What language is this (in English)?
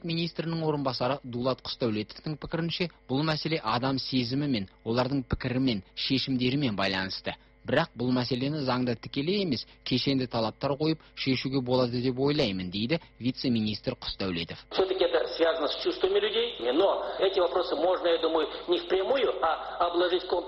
Kazakh